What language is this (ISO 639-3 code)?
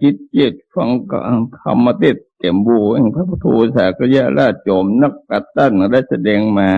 tts